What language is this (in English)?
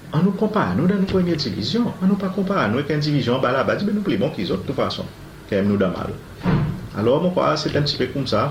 Seselwa Creole French